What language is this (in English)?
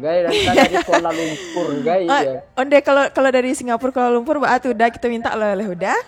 Minangkabau